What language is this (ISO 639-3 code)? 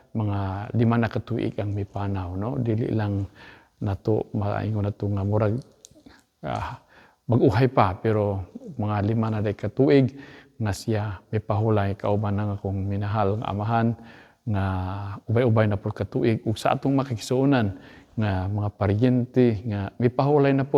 ceb